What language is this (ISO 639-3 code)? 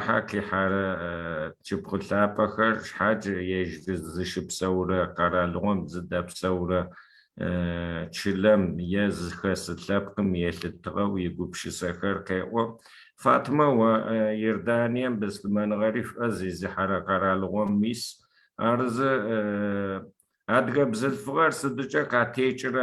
ady